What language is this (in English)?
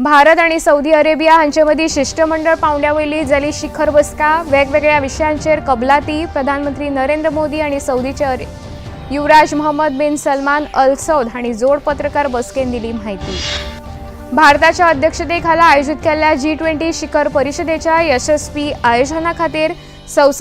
Konkani